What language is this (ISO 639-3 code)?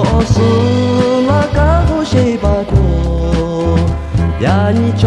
lhu